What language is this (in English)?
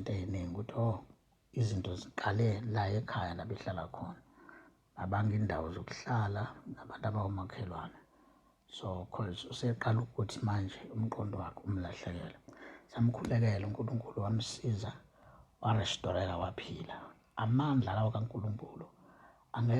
Zulu